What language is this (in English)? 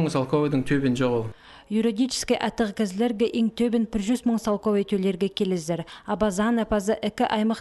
Khakas